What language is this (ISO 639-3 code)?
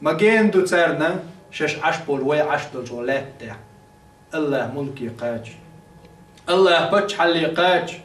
che